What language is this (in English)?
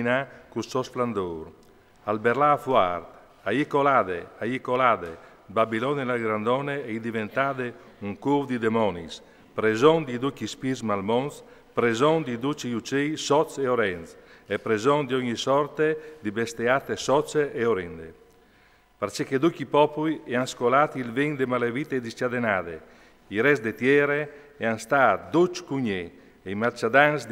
Friulian